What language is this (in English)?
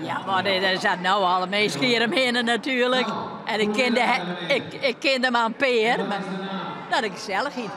Western Frisian